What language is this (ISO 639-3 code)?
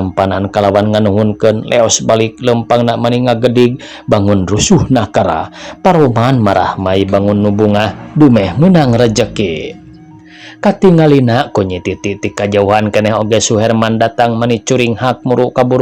sun